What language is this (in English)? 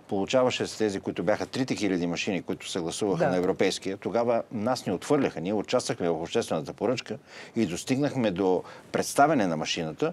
Bulgarian